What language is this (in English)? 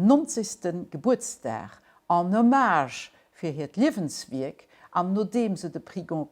Luxembourgish